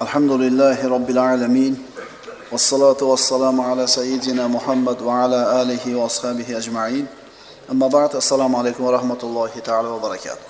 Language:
Uzbek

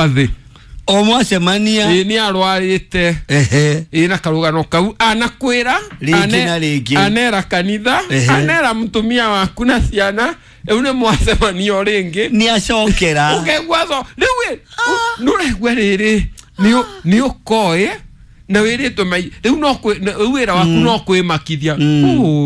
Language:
Kikuyu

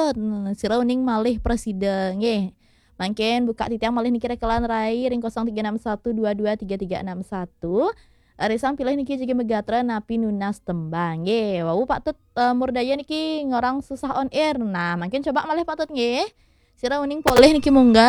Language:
Balinese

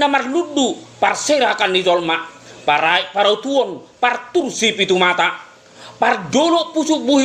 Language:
Batak Toba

